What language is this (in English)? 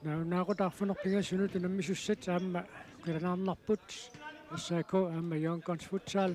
Kalaallisut